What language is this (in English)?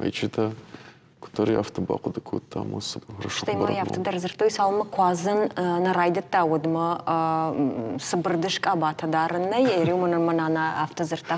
Ossetic